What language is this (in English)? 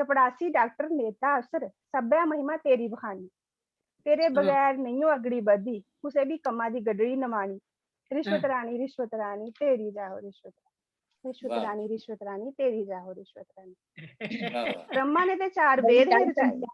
Dogri